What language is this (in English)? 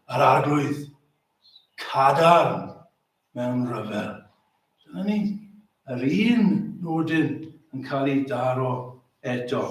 Welsh